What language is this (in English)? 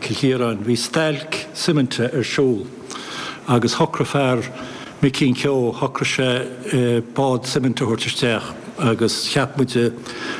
Irish